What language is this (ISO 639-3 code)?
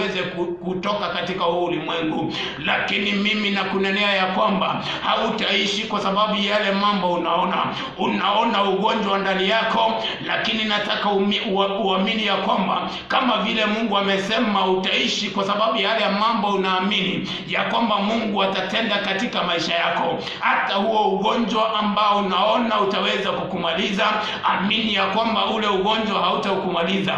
swa